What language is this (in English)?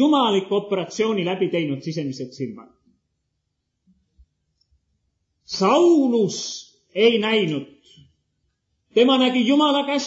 Estonian